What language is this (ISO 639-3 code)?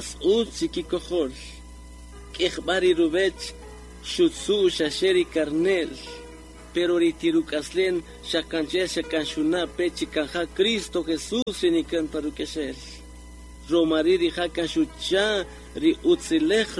cak